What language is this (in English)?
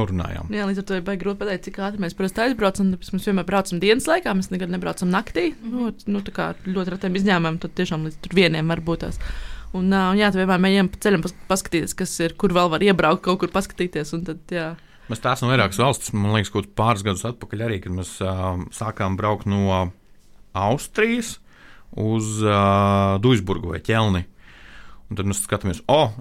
Latvian